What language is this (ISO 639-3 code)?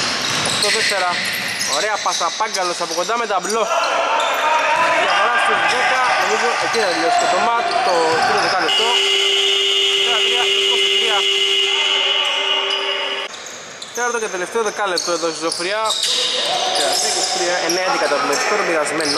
ell